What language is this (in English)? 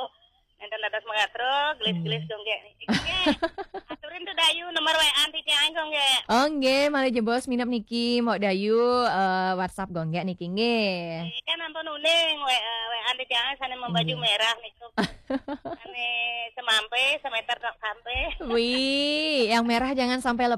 Balinese